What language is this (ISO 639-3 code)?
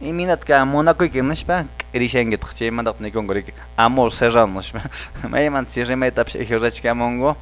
que